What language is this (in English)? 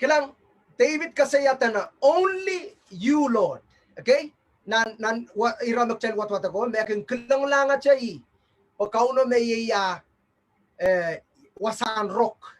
Pohnpeian